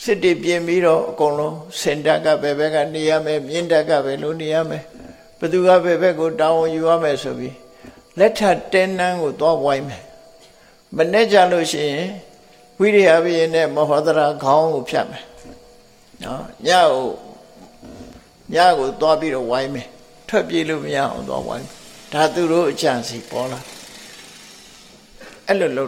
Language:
Burmese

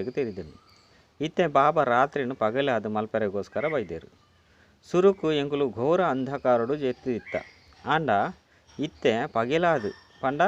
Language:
Tulu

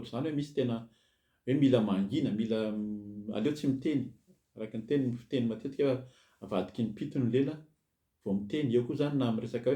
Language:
Malagasy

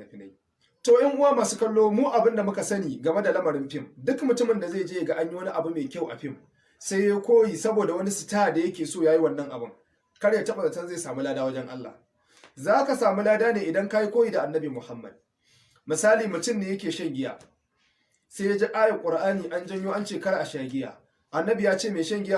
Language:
Hausa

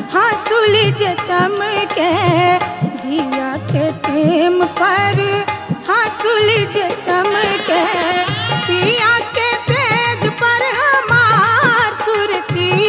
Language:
Bhojpuri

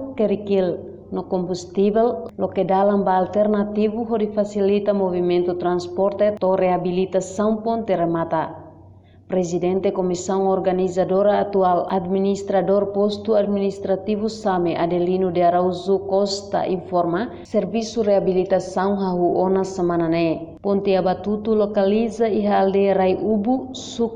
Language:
Tetum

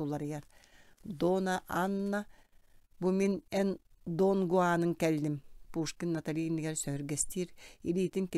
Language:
Yakut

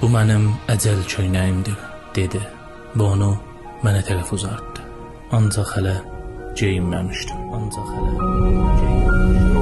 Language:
South Azerbaijani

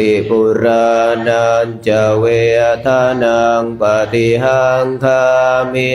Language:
Pali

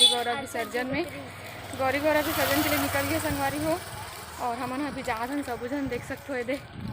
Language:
Chhattisgarhi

